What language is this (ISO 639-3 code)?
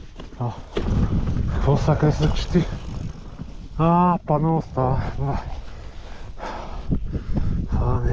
bul